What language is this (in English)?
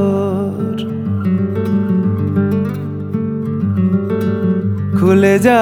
Bangla